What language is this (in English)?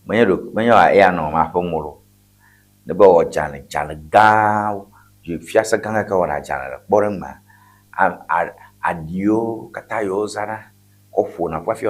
Ewe